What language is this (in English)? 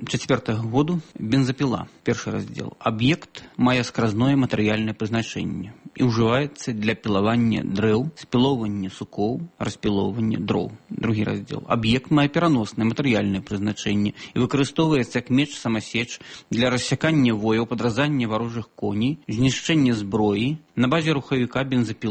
Belarusian